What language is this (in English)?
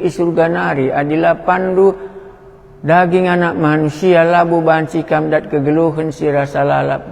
Batak Karo